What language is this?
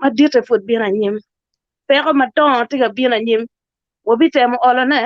Acoli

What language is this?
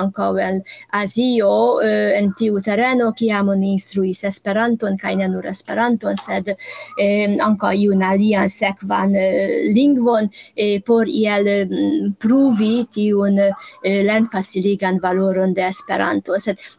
Esperanto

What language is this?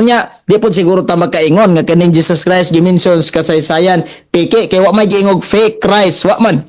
Cebuano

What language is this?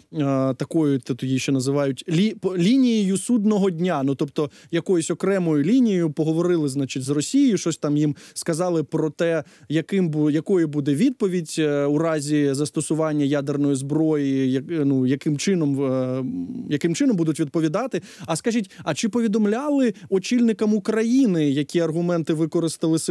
Ukrainian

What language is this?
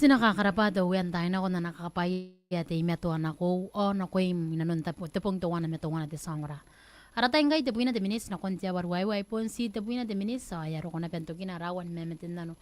Gilbertese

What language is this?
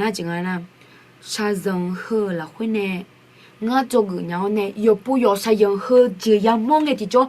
Akha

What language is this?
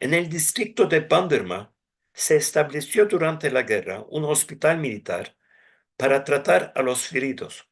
Ladino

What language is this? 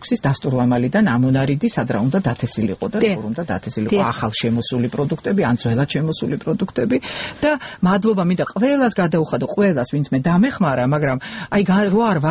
Georgian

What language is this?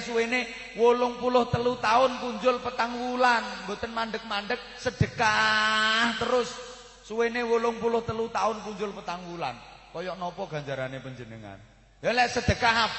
Javanese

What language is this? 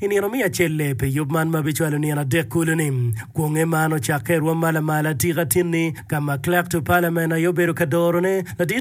Acoli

